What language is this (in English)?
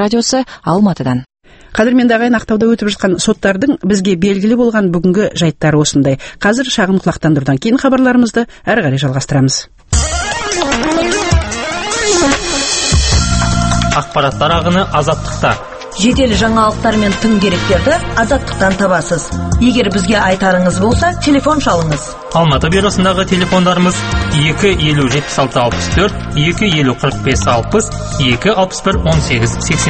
Kazakh